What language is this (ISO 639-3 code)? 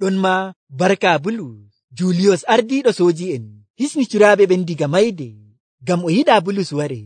fuv